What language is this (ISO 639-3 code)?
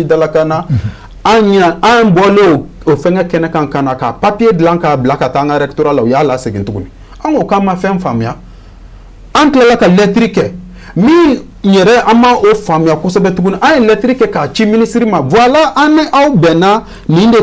bam